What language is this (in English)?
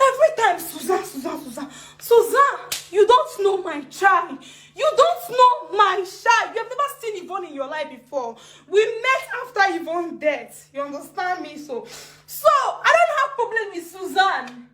Nigerian Pidgin